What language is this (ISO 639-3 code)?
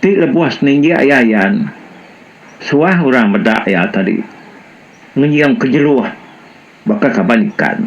iba